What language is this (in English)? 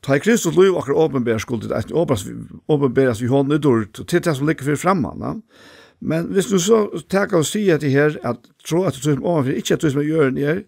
Faroese